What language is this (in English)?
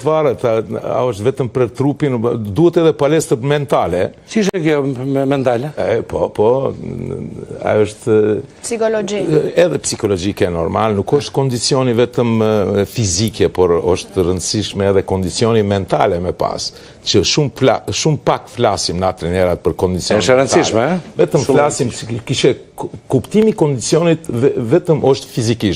Albanian